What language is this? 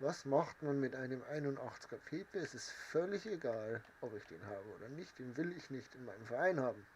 Bavarian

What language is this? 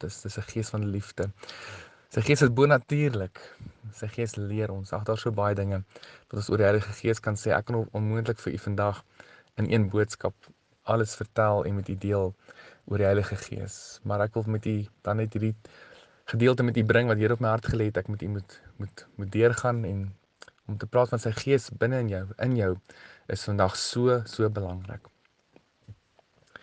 Afrikaans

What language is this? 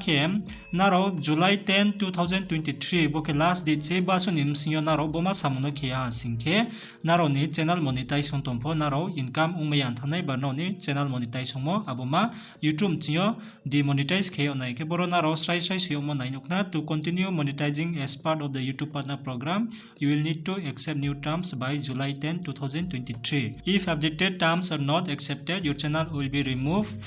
Riang (India)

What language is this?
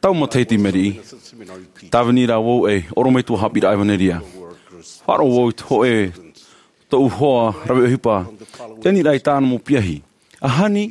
Tahitian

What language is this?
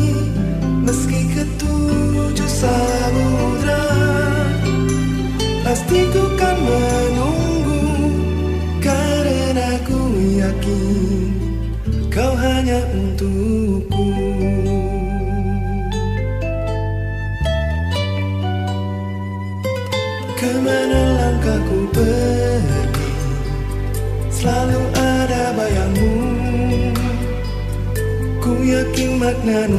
Indonesian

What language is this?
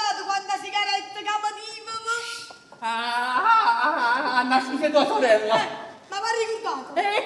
Neapolitan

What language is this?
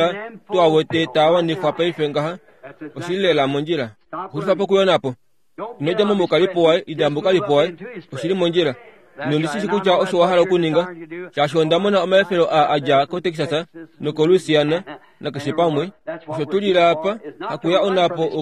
Kuanyama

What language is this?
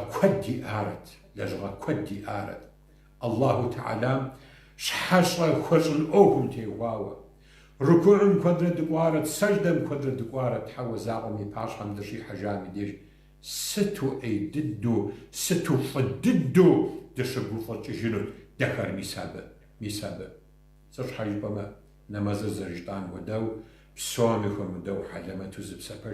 Kabardian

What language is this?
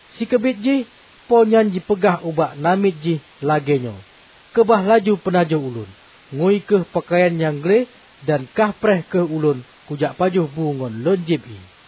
Achinese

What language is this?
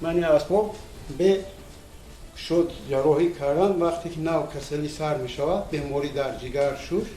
Tajik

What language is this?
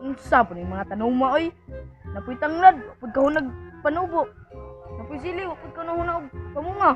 Cebuano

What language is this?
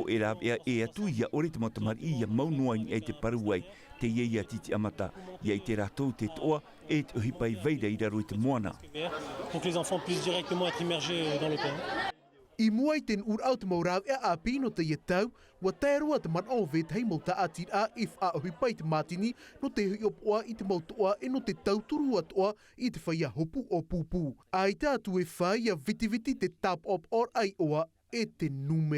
Tahitian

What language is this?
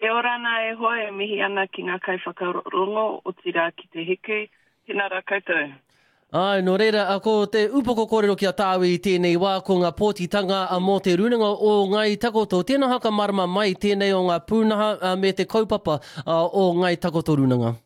Māori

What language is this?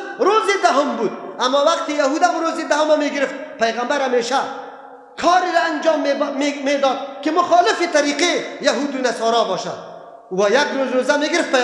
Persian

